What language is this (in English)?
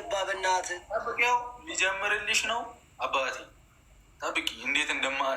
Amharic